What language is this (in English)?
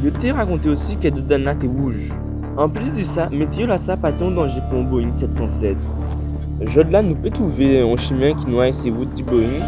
Guadeloupean Creole French